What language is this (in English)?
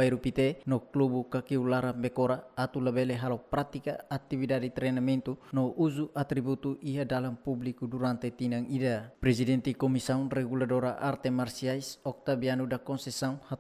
Tetum